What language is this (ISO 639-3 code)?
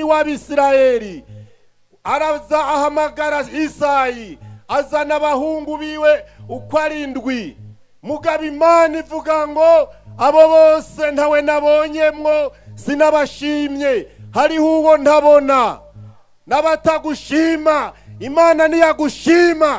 run